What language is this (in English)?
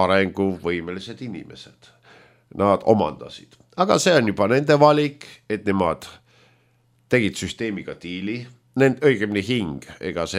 Estonian